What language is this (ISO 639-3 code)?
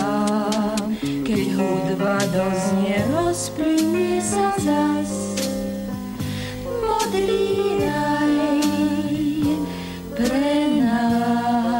slk